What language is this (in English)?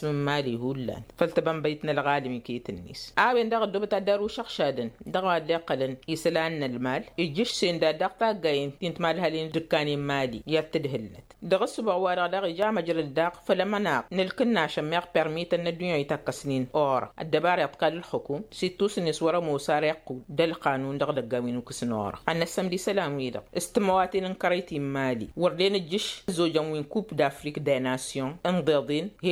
Tamasheq